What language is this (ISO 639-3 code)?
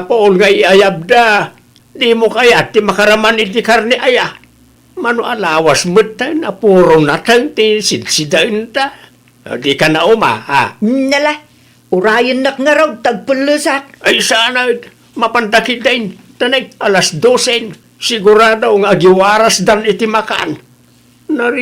ilo